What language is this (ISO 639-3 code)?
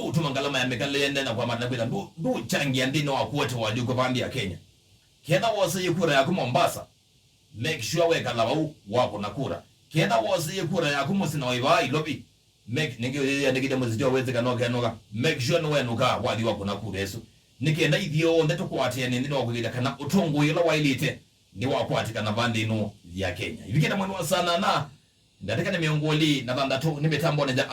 kam